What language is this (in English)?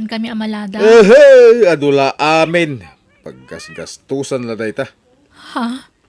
Iloko